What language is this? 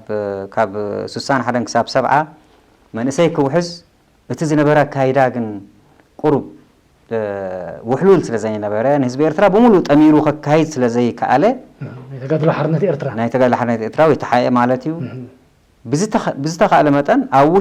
Tigrinya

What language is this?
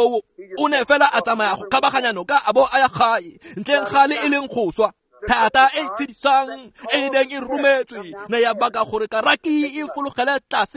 Tswana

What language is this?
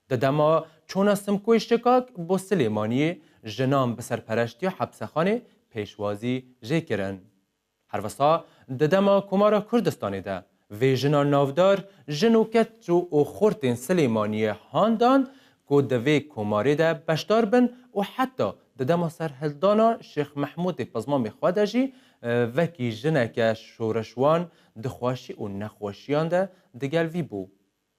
Kurdish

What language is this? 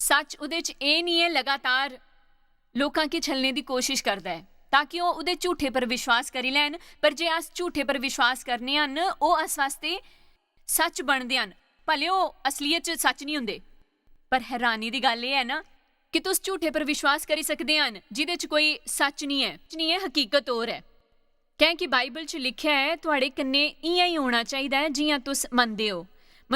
Dogri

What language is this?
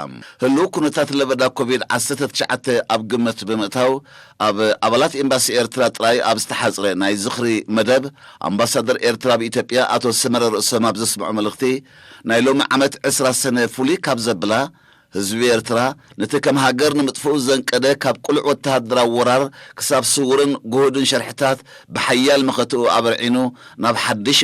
Tigrinya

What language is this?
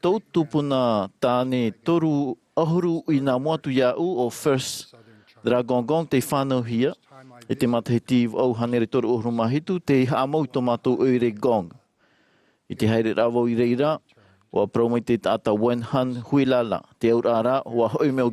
Tahitian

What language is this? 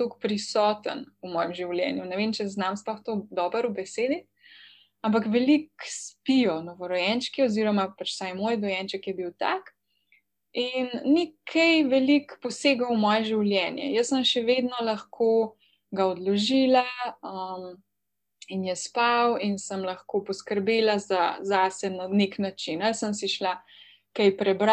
Slovenian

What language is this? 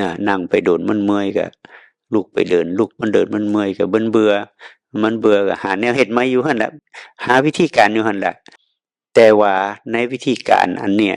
Northeastern Thai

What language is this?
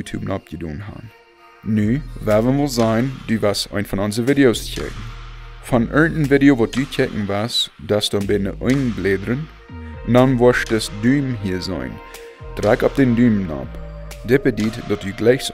Plautdietsch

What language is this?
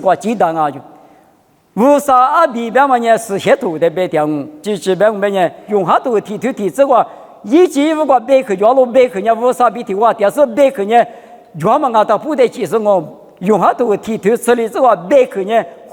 Lisu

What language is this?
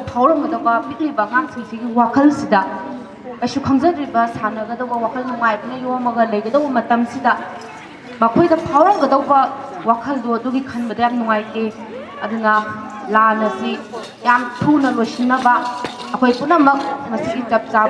Manipuri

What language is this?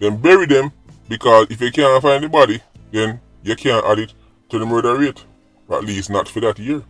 Jamaican Creole English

